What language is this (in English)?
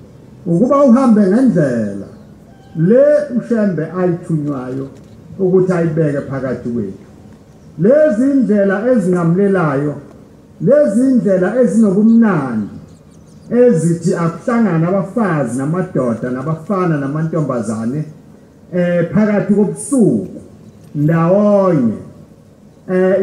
Zulu